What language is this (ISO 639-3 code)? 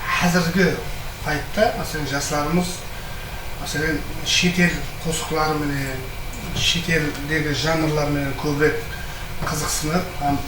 kaa